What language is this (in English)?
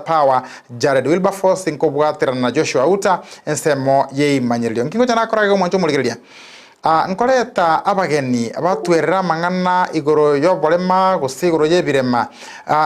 Gusii